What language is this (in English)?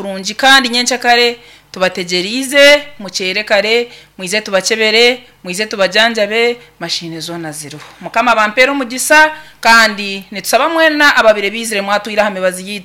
Nyankole